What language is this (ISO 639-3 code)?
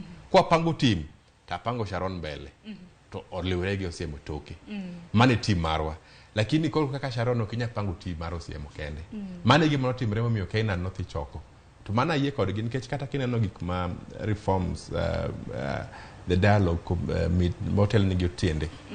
luo